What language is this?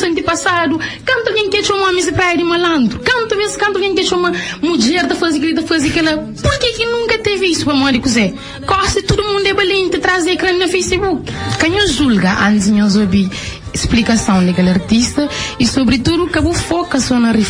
Kabuverdianu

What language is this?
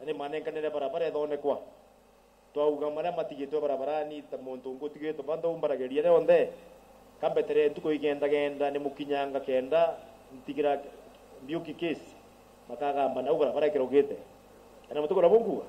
Meru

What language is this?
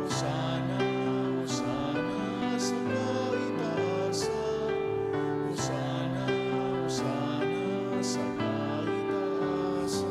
Bikol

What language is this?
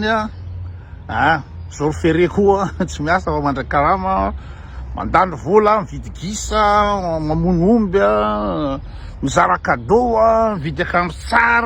Malagasy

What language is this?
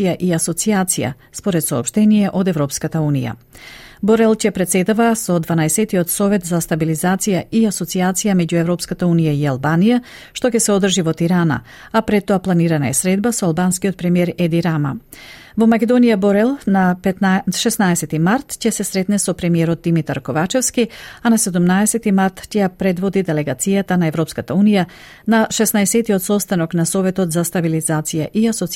Macedonian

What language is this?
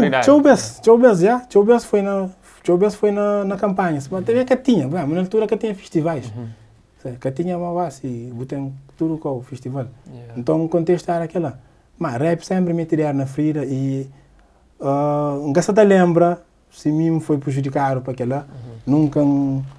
Kabuverdianu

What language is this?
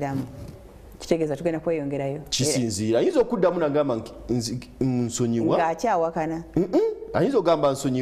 Ganda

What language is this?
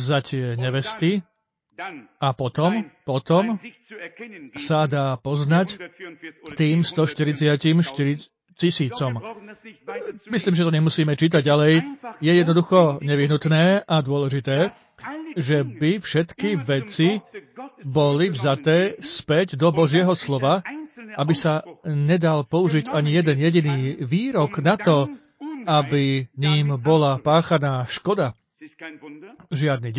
Slovak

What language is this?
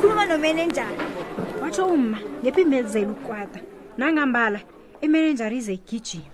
South Ndebele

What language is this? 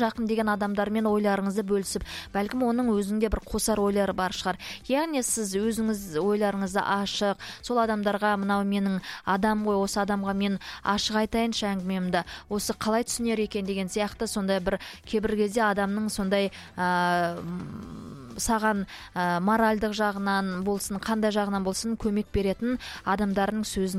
Kazakh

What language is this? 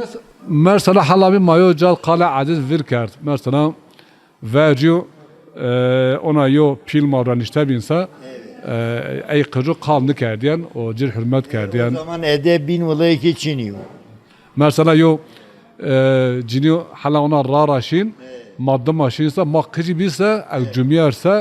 Zaza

